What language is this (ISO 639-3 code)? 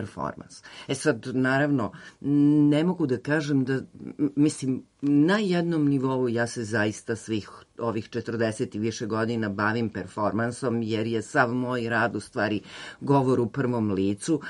srp